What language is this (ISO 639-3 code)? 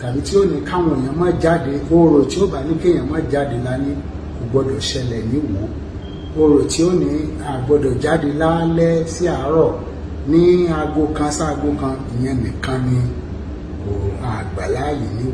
yor